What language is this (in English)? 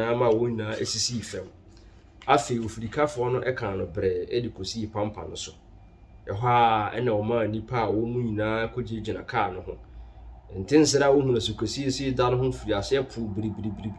Akan